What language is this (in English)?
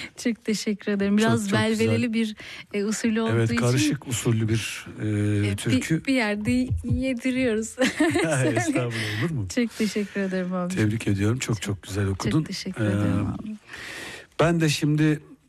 Turkish